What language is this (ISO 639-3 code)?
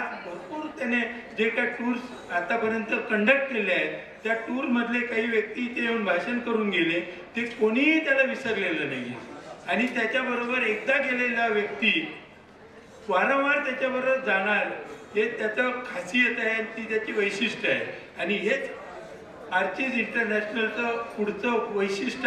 mar